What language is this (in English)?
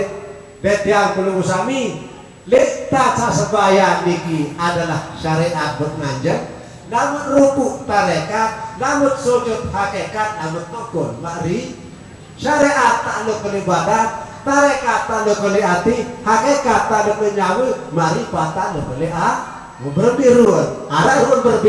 Sasak